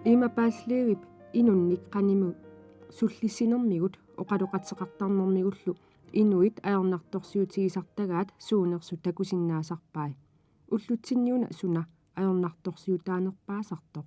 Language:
Kalaallisut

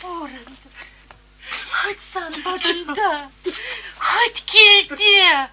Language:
Chuvash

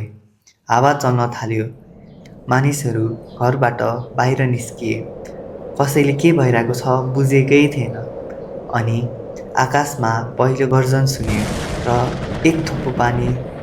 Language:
Nepali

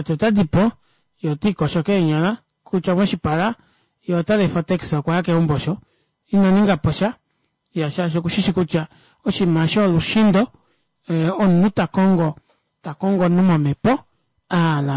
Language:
Kuanyama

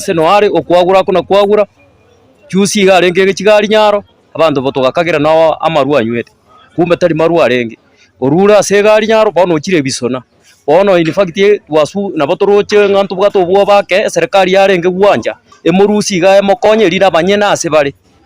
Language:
Gusii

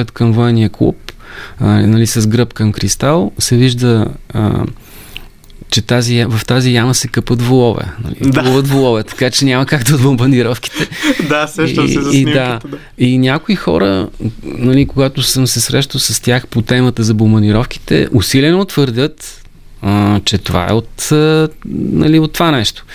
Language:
Bulgarian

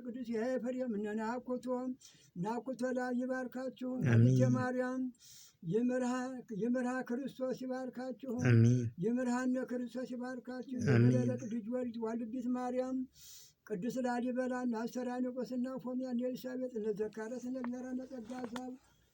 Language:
Amharic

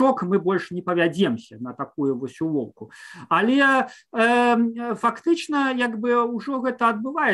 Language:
Belarusian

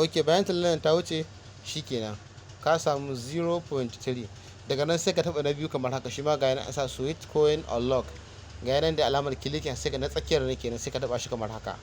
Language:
Hausa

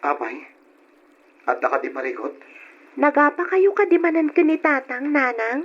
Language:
Iloko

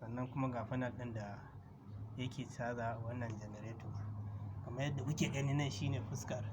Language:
Hausa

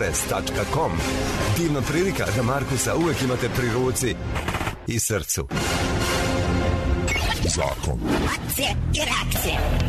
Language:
Serbian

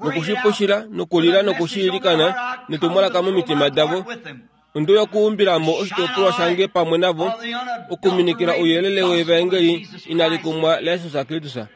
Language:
Kuanyama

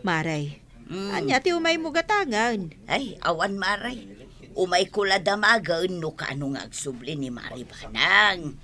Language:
Iloko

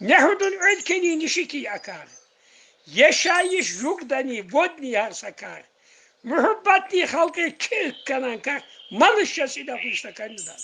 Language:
Tsakhur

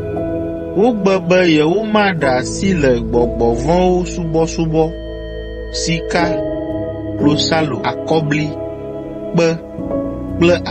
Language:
Ewe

